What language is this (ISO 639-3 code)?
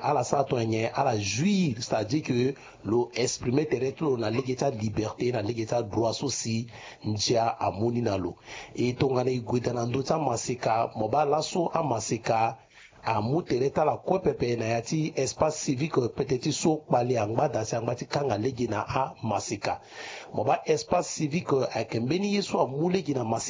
sag